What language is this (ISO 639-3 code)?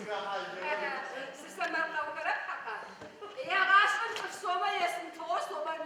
ady